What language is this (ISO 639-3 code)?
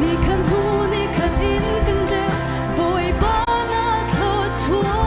cnh